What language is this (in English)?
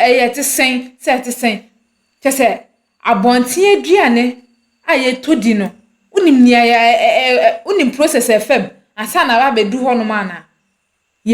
Akan